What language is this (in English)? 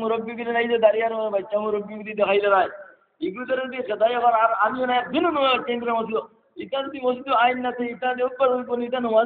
Sylheti